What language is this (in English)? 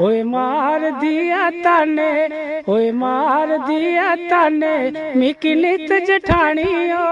Dogri